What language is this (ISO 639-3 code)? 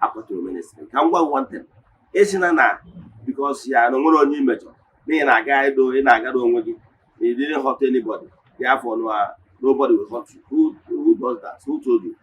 ibo